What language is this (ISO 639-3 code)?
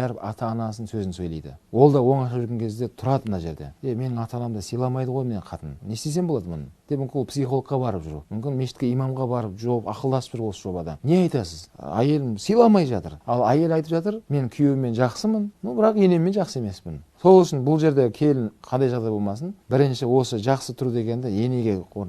kaz